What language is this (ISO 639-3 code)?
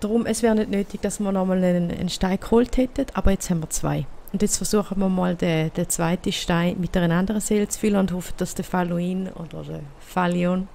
gsw